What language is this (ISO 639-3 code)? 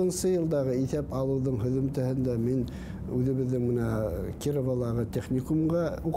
bak